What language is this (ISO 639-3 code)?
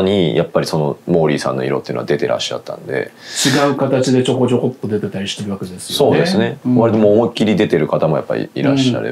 jpn